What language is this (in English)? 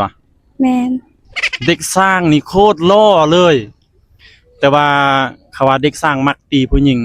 Lao